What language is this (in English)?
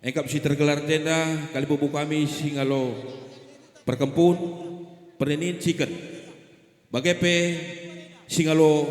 Batak Karo